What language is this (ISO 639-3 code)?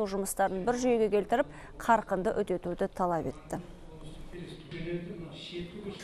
kaz